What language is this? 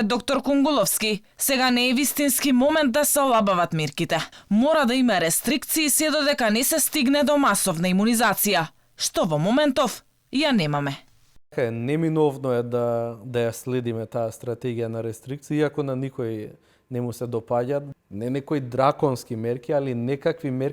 Macedonian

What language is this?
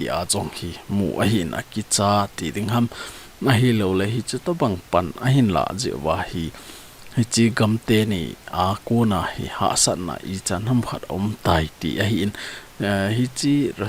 Thado Chin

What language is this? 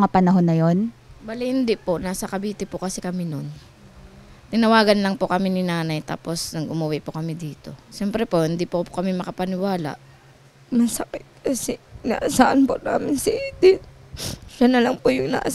Filipino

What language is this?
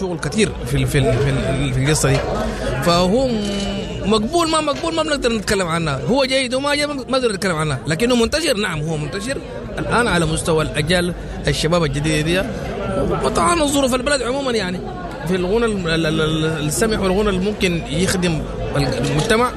Sudanese Arabic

